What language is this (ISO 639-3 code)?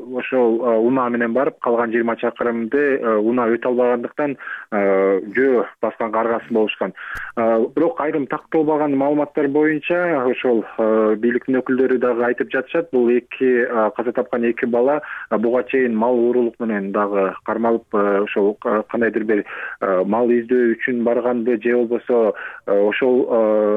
kir